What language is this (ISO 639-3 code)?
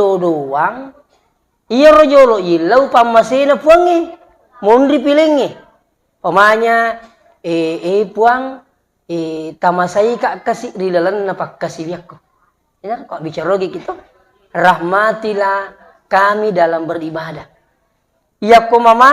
bug